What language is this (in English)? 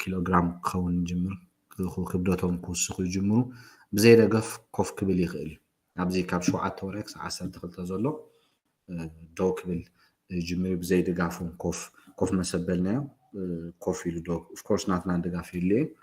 Tigrinya